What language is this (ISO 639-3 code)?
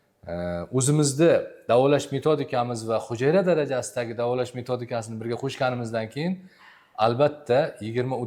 uzb